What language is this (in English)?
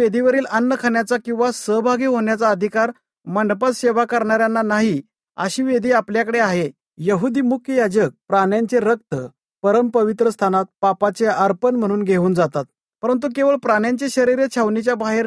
Marathi